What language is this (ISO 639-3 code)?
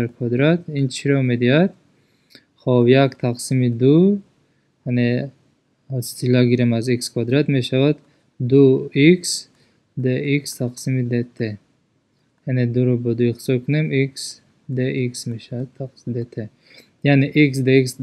tgk